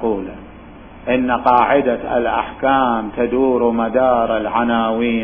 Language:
Mesopotamian Arabic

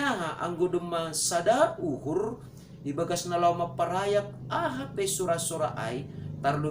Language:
Batak Simalungun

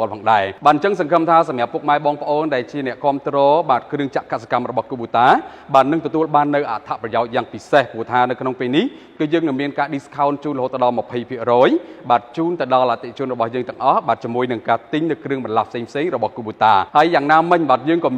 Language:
Khmer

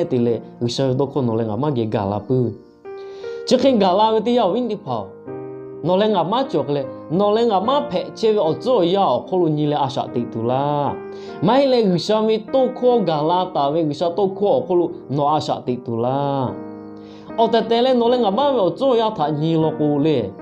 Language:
Lahu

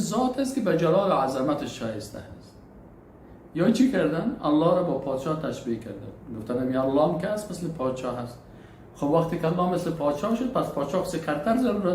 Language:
Persian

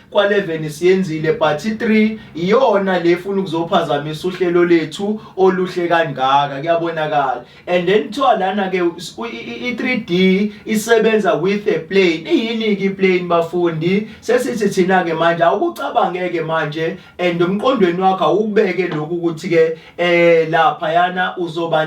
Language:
Zulu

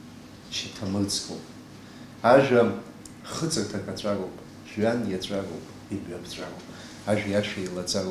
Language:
Abkhazian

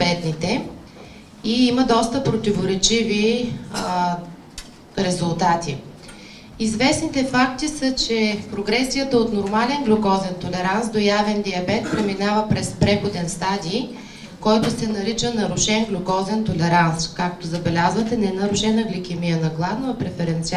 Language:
Bulgarian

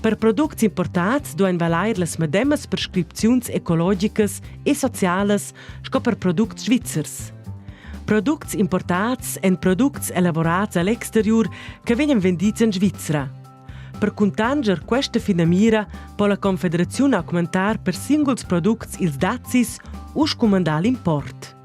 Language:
Romansh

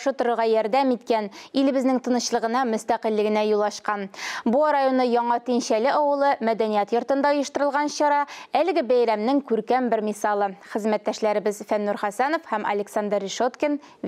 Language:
Tatar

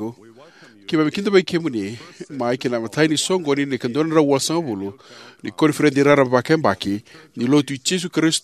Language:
Fijian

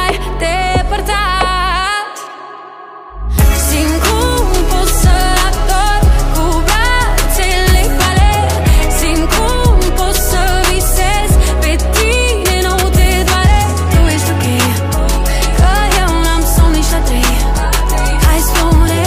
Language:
Romanian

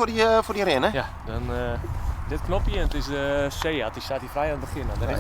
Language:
Western Frisian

